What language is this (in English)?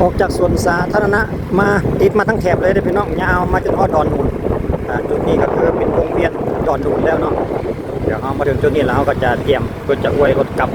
Lao